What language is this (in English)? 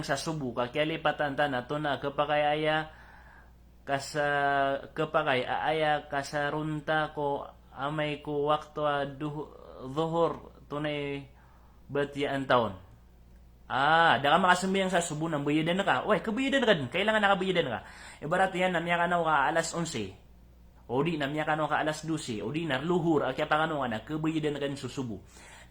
Maranao